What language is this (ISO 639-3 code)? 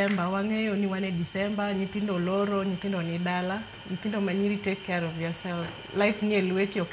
luo